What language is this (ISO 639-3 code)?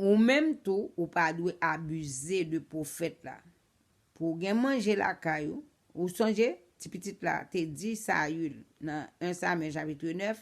hat